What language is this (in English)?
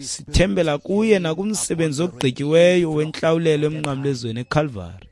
Xhosa